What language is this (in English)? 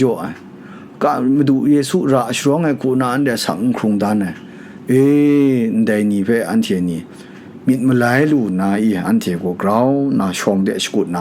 Kachin